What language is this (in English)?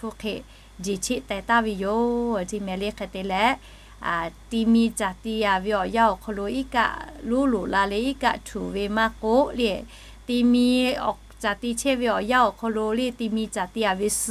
Lahu